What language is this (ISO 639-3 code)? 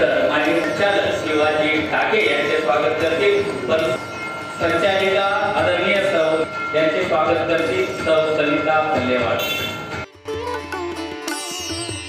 mar